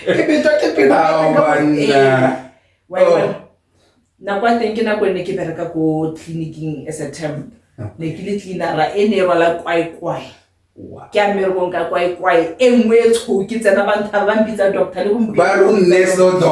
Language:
Tswana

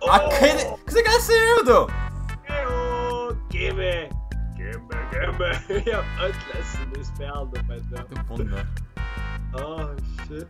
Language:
Faroese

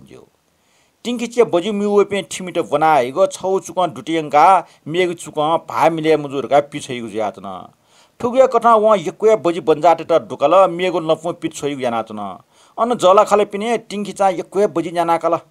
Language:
Newari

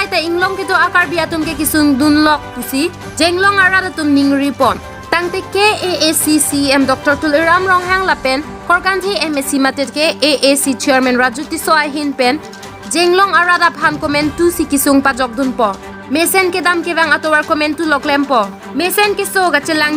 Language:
Karbi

